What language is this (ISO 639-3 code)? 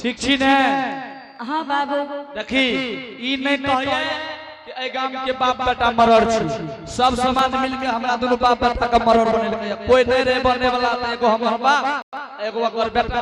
anp